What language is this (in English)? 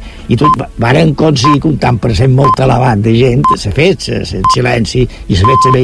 Catalan